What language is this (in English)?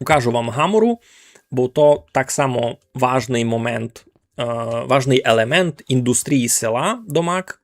Rusyn